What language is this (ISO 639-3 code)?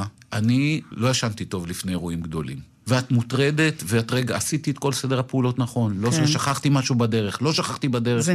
heb